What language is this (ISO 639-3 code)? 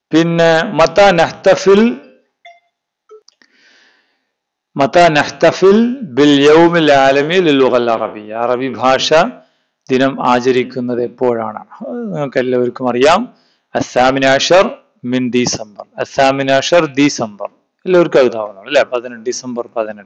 mal